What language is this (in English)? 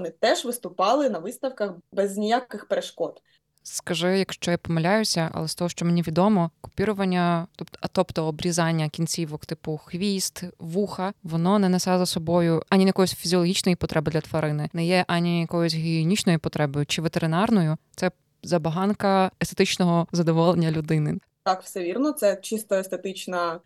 Ukrainian